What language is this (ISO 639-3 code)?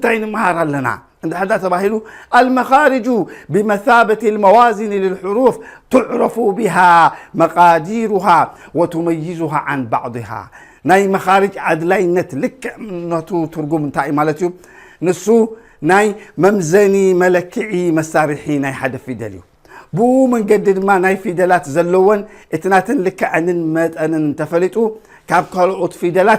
tir